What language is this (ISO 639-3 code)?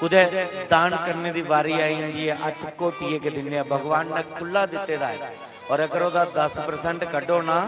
doi